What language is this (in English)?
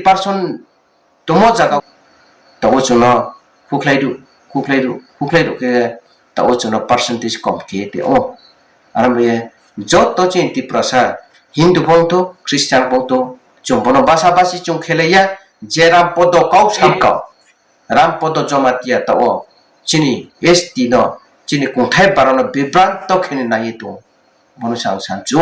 Riang (India)